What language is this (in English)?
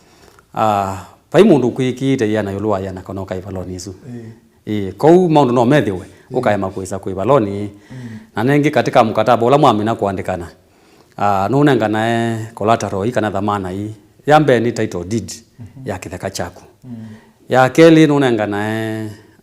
Kamba